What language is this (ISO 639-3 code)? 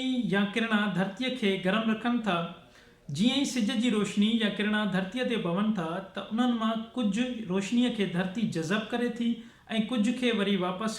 snd